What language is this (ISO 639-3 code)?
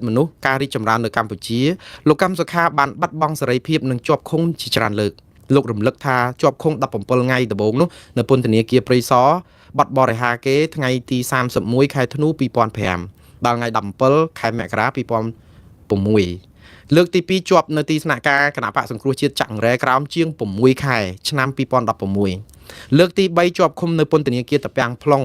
khm